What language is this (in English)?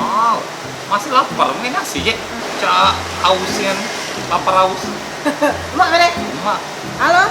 Musi